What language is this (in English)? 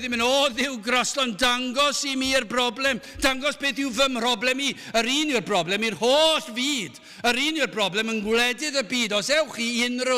Welsh